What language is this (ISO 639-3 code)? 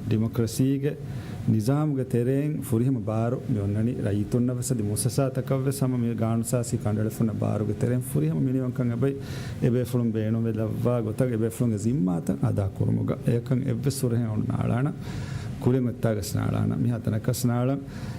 div